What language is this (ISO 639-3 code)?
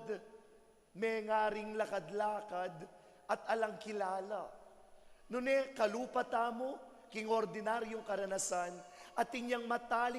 pam